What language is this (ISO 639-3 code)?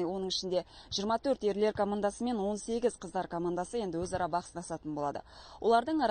kaz